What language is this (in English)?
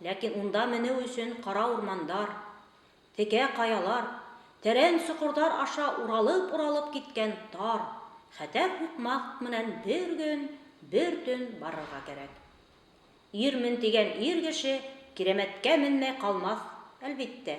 Bashkir